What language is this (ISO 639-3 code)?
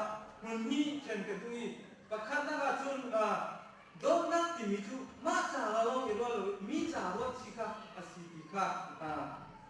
cnh